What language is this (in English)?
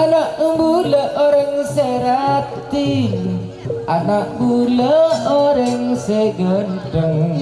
Madurese